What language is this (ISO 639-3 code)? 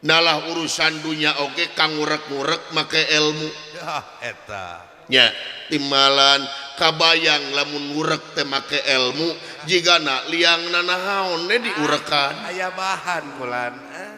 sun